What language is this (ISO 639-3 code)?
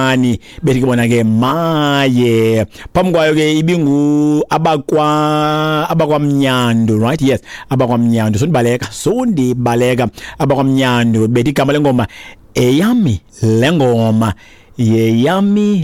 xho